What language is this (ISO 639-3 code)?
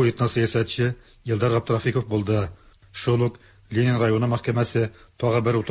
tat